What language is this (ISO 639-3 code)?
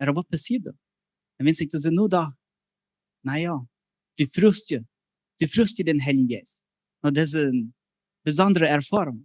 pdt